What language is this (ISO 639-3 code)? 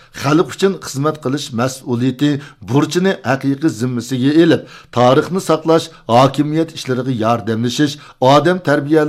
uig